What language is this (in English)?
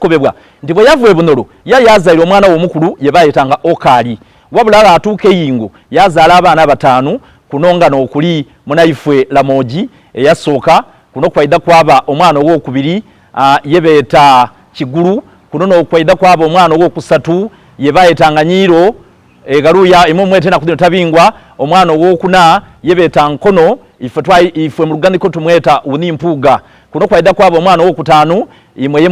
Soga